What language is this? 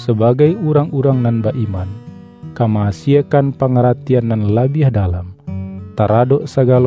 Minangkabau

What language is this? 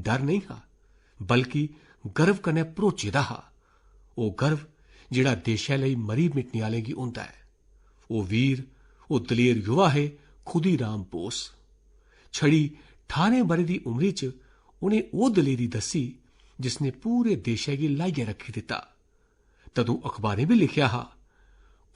Dogri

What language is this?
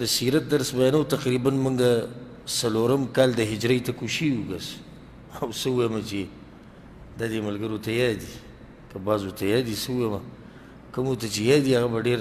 Pashto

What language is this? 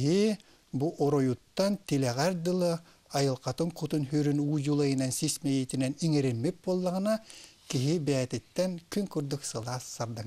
Yakut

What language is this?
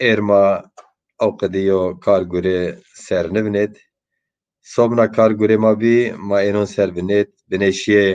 Zaza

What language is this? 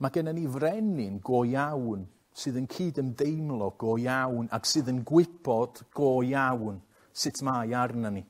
Welsh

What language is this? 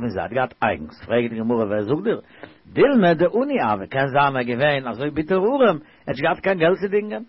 Yiddish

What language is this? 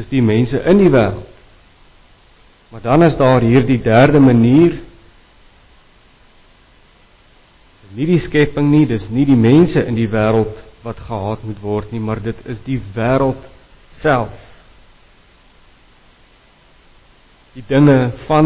Afrikaans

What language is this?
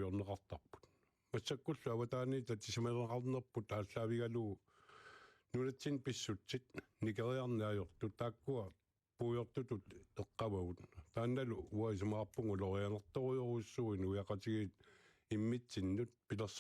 Kalaallisut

